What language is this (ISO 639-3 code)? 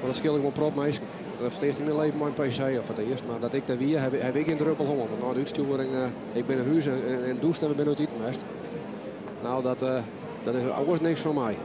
fry